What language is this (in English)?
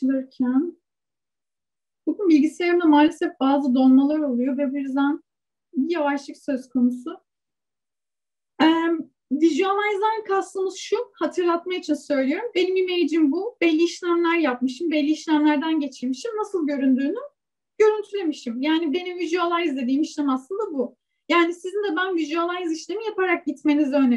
Turkish